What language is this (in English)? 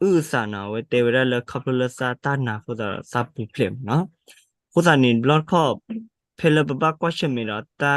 S'gaw Karen